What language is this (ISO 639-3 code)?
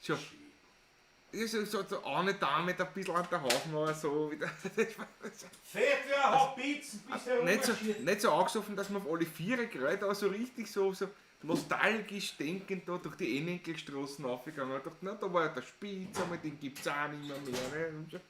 bar